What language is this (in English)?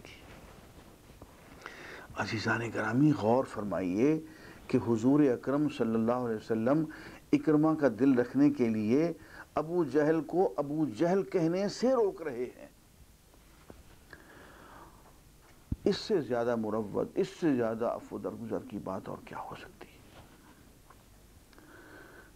Urdu